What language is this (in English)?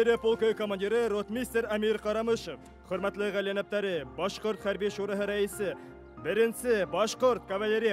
Bashkir